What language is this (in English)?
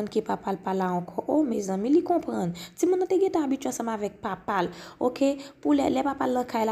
Haitian Creole